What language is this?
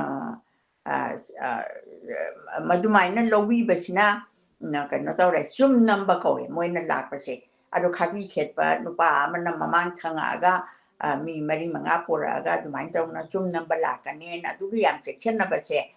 Manipuri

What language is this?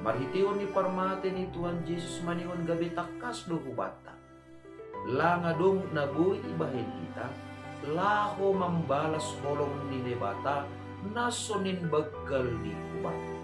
Batak Simalungun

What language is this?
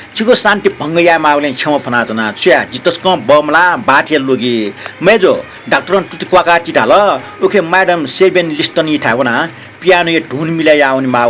Newari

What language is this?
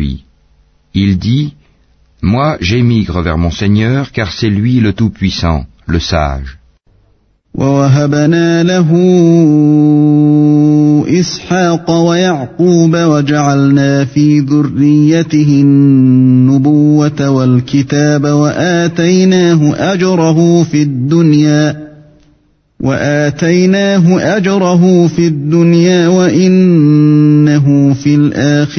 French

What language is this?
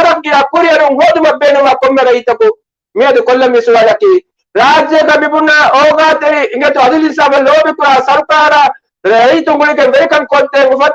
Divehi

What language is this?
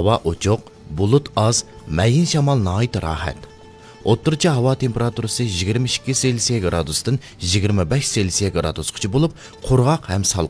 Uyghur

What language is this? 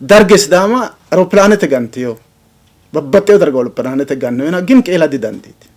Sidamo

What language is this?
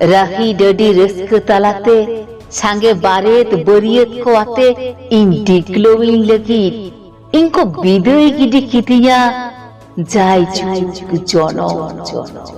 Santali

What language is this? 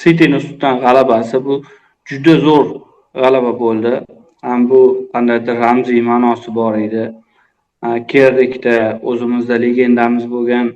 Uzbek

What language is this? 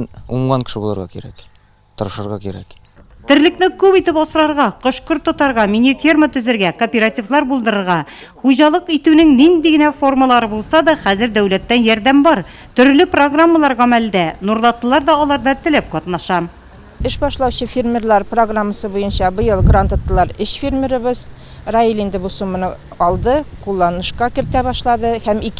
Tatar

